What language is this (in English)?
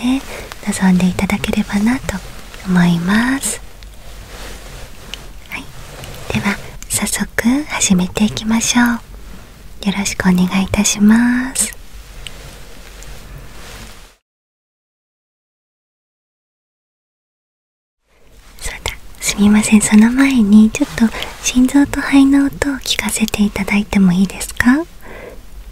Japanese